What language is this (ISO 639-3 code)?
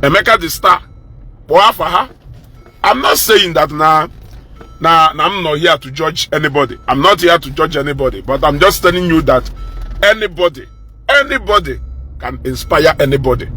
ibo